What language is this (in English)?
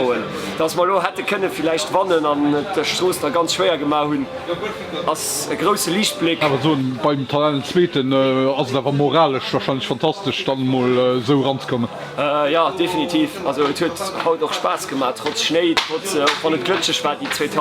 Luxembourgish